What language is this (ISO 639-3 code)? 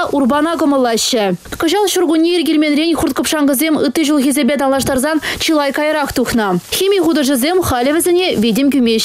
chv